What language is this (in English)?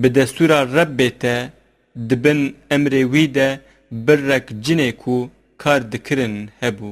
Kurdish